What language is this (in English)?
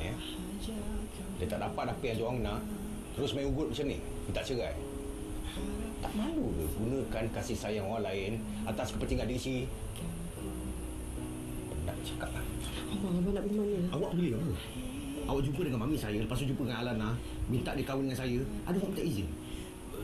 Malay